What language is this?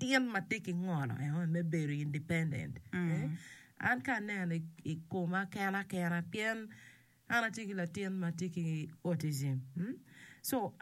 Acoli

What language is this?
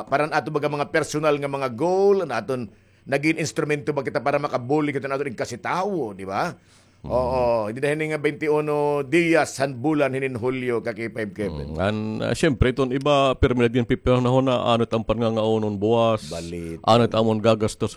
Waray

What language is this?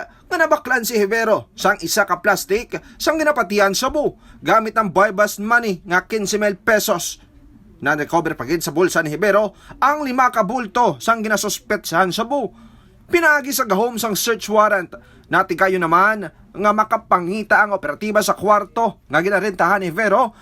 Hiligaynon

